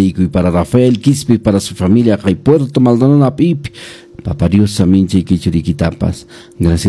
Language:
Quechua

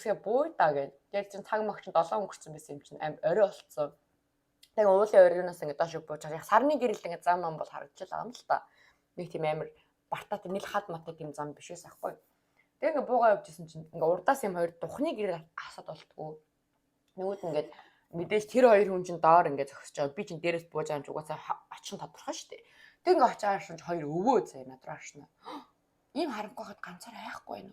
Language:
Mongolian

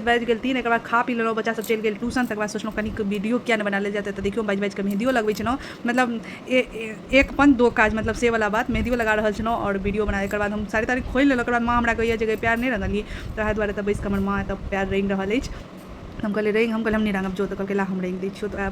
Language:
Maithili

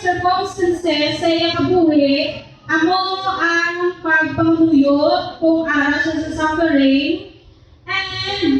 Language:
Hiligaynon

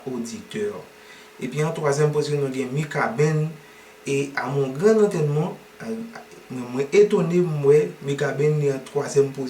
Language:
Haitian Creole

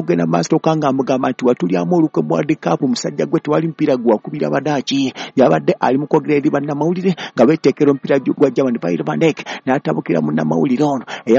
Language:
Ganda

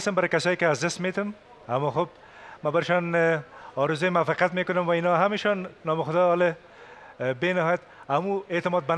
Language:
Persian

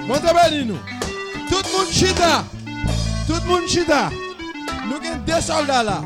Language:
Haitian Creole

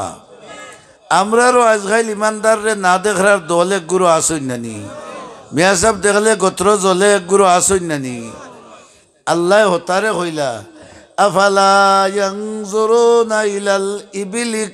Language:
Sylheti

